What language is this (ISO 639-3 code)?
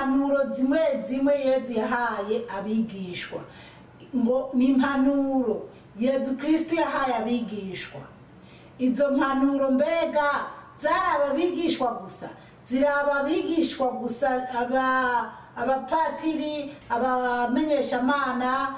run